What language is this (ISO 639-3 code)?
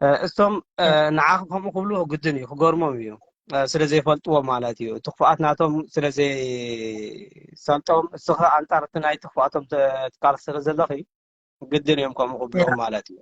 tir